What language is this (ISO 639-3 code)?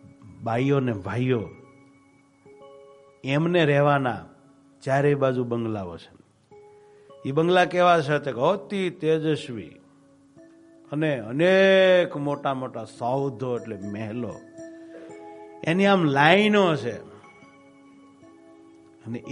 guj